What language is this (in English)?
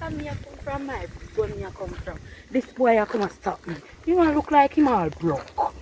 Jamaican Creole English